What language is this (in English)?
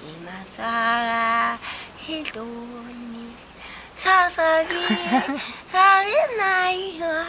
Taroko